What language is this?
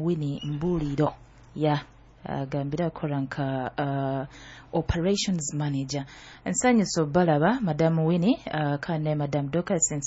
Nyoro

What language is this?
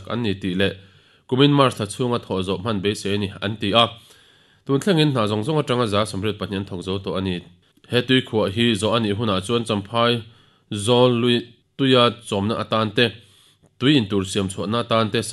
Mizo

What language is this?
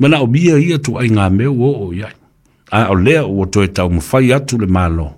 Samoan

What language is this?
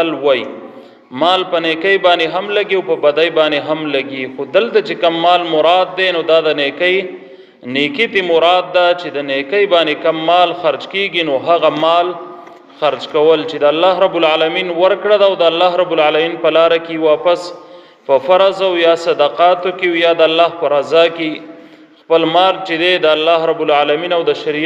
Pashto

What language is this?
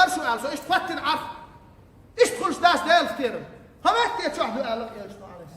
Chechen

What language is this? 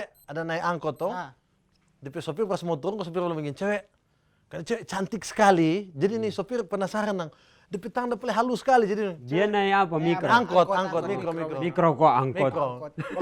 Manado Malay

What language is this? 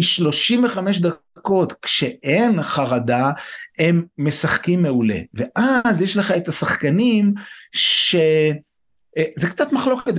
Hebrew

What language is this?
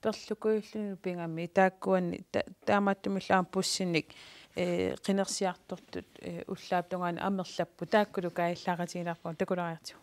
Kalaallisut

